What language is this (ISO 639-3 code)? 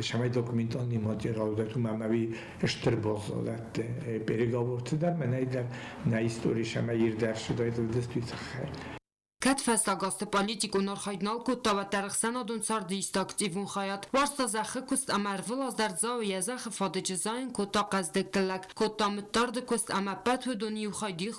oss